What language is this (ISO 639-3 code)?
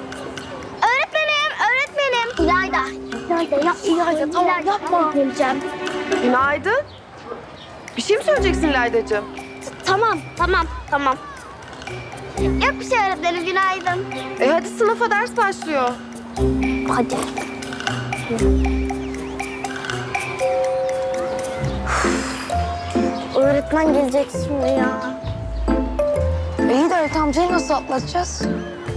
tur